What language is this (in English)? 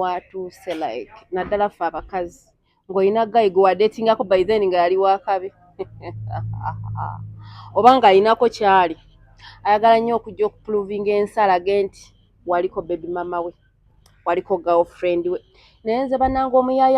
Ganda